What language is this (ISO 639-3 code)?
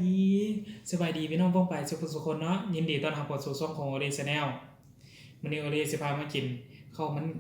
lao